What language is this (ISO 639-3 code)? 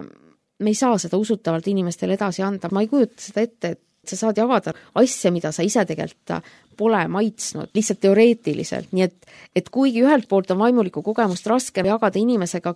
est